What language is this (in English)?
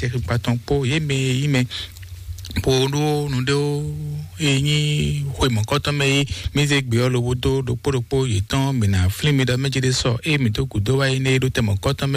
Fon